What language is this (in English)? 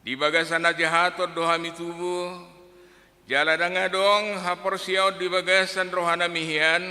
Batak Toba